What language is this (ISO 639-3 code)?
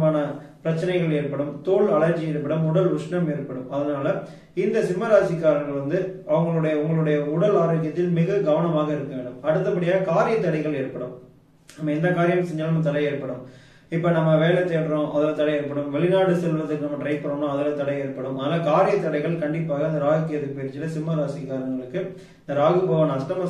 tam